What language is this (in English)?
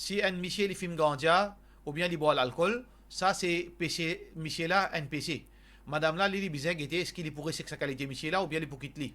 Morisyen